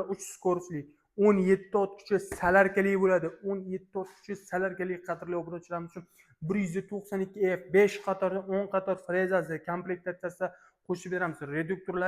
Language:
Uzbek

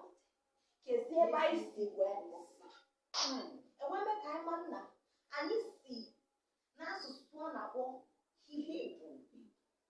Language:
Igbo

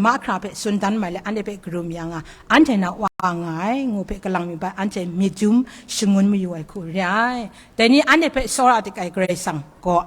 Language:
Kachin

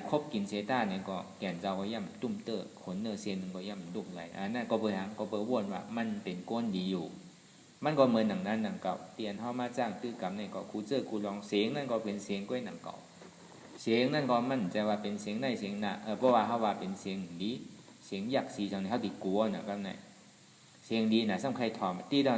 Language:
Shan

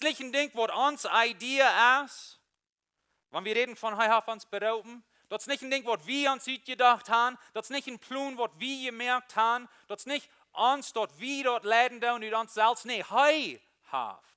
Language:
Plautdietsch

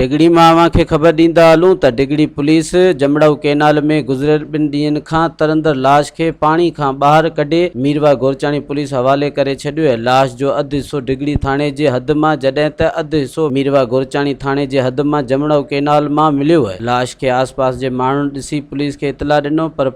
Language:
Sindhi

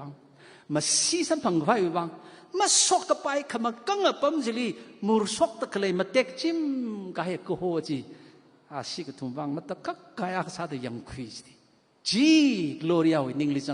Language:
Tangkhul Naga (India)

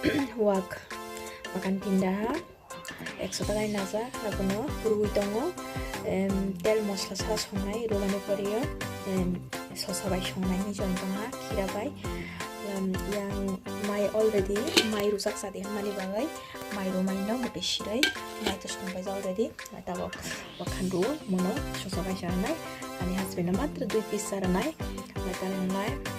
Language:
Kok Borok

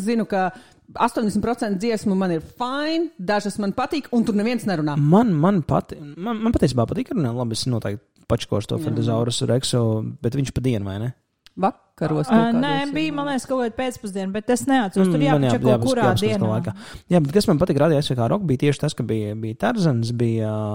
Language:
Latvian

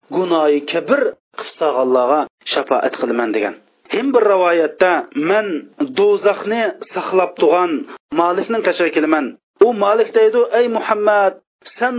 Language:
Uyghur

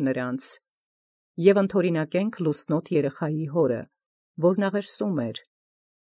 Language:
Armenian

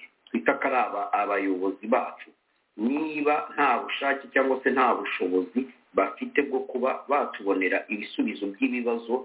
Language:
Kinyarwanda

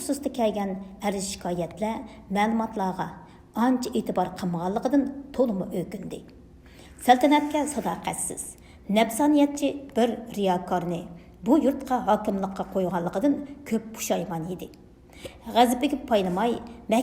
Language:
Uyghur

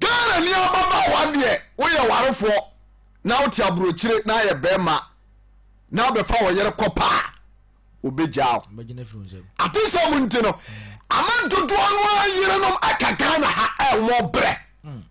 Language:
Akan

